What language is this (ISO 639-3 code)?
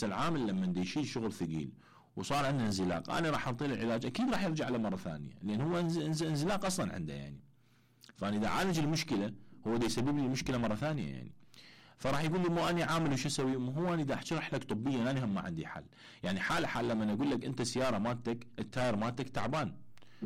acm